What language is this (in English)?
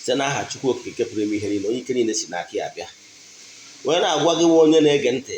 Igbo